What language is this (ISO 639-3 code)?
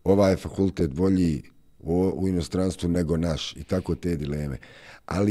bos